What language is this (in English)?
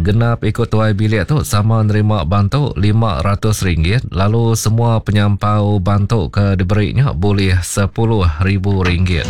Iban